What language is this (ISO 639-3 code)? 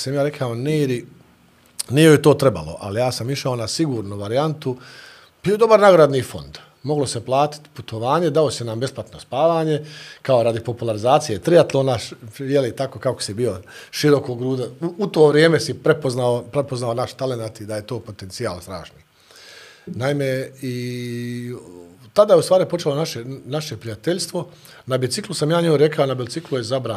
bos